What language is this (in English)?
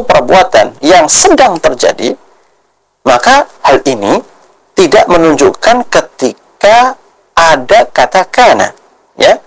Indonesian